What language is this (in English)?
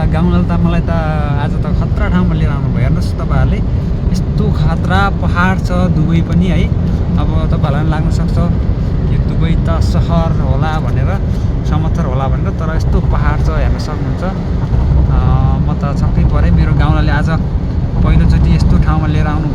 Nepali